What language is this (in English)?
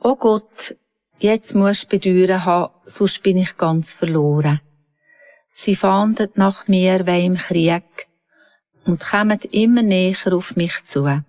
Swiss German